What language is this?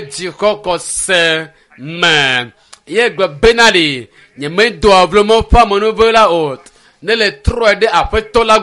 Ewe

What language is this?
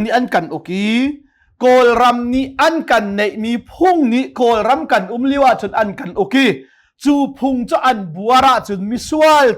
Hakha Chin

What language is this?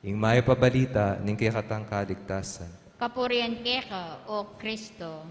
Pampanga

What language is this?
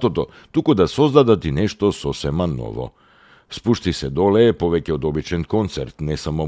Macedonian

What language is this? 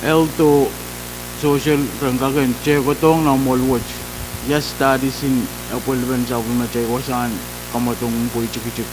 Pohnpeian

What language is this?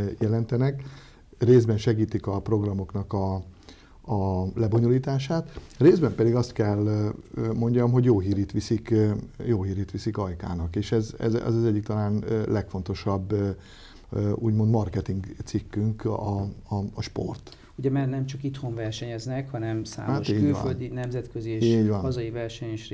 Hungarian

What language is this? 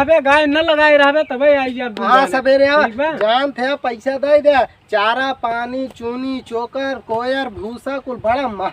Awadhi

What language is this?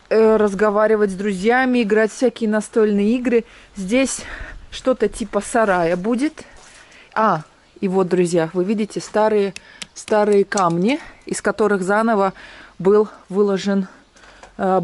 Russian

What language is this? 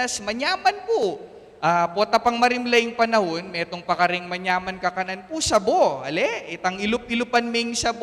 Pampanga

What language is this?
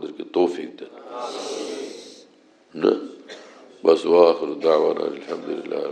Bangla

